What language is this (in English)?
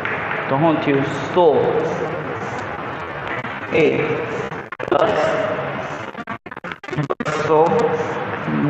Gujarati